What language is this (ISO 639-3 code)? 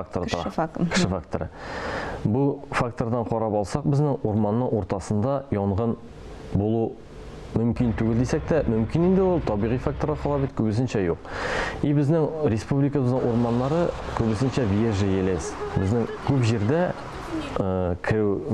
tat